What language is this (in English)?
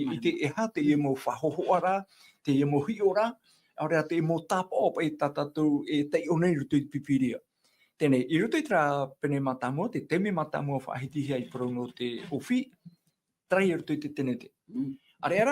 Tahitian